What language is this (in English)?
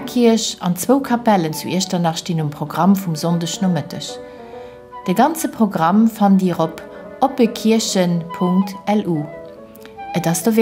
Luxembourgish